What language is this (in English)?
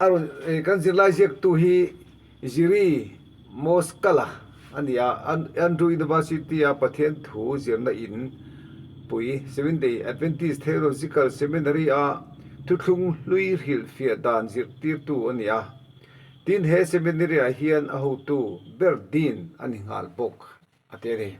Mizo